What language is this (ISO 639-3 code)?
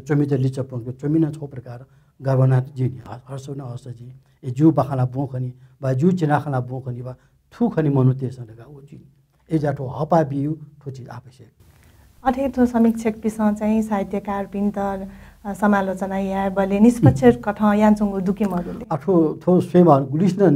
new